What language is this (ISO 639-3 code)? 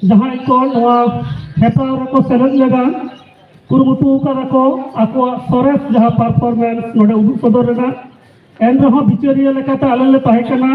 sat